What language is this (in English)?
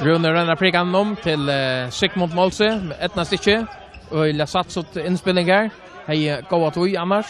Faroese